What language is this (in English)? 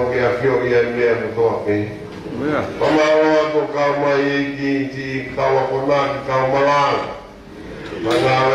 Tongan